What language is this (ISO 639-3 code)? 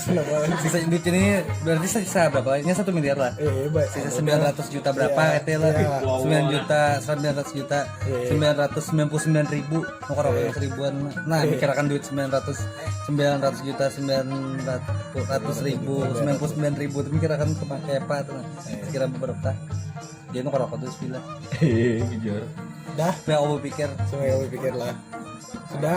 bjn